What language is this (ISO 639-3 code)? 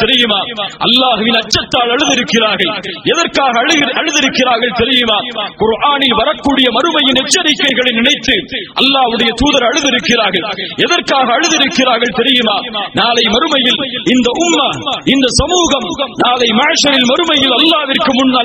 tam